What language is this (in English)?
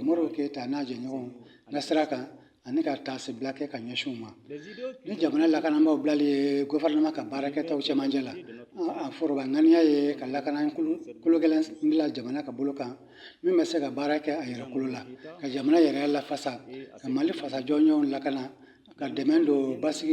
Bambara